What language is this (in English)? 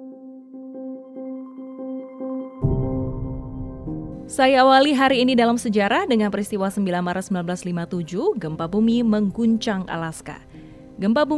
Indonesian